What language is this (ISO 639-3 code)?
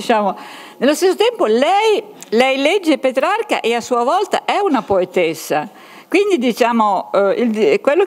ita